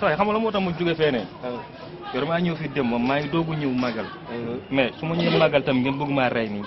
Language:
Wolof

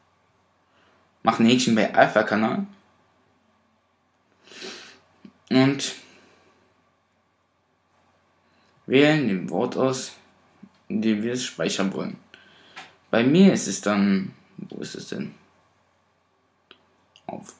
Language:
German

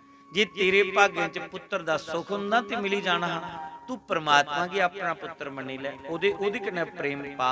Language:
Dogri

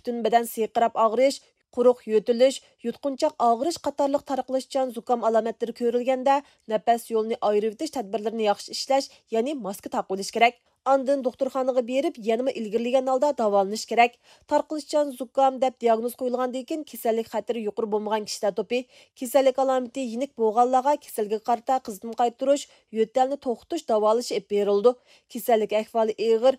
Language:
Uyghur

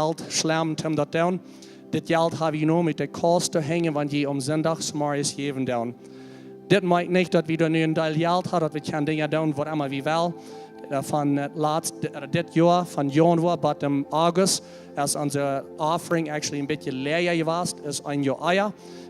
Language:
Plautdietsch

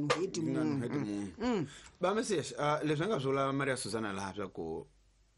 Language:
Tsonga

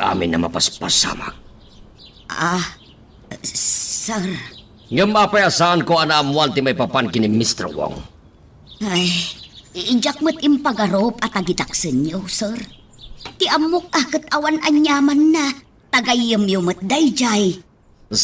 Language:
Iloko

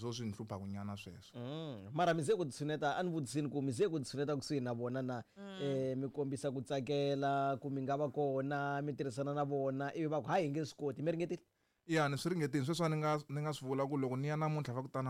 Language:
Tsonga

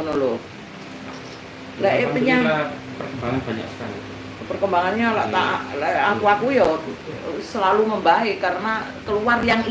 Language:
Indonesian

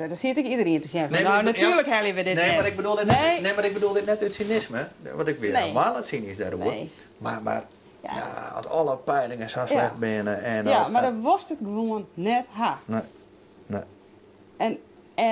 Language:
Western Frisian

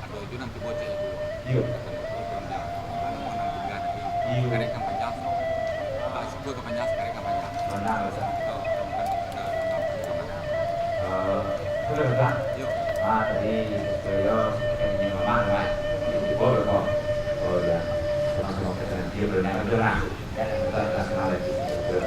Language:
Minangkabau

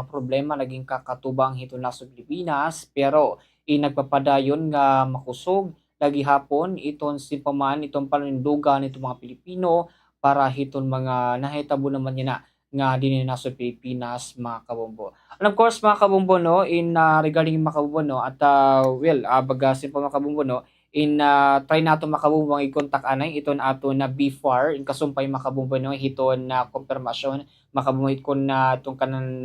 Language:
Waray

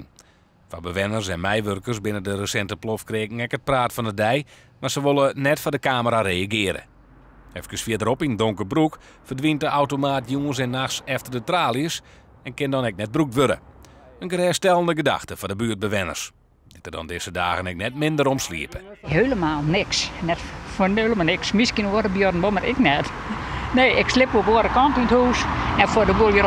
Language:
Western Frisian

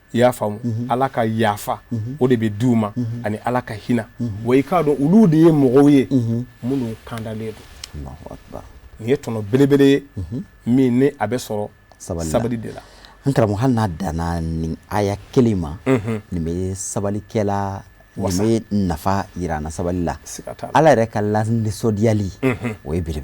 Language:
Bambara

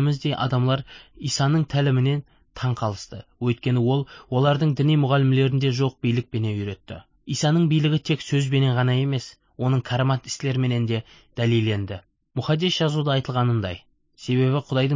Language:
Kara-Kalpak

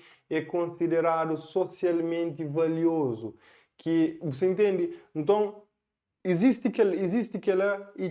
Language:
Kabuverdianu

